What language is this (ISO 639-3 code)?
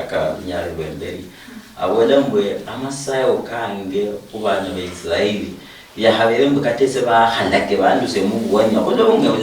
luy